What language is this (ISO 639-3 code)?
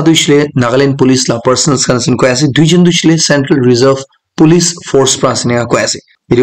nag